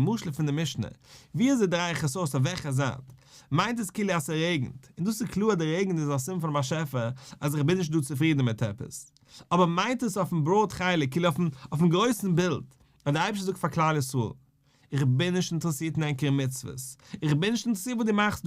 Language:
Yiddish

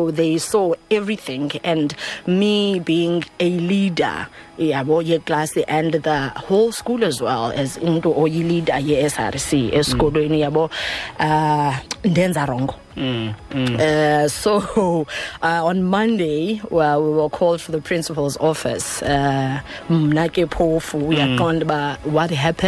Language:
Xhosa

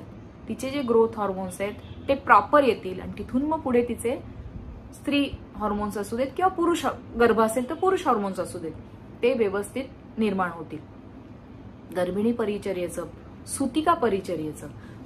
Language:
Marathi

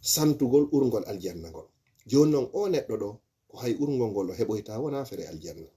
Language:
Fula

